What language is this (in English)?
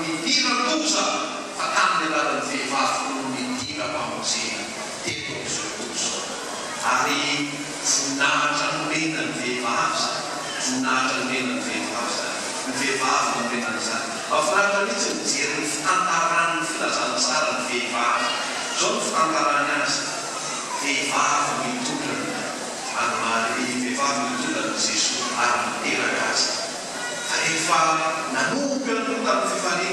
Malagasy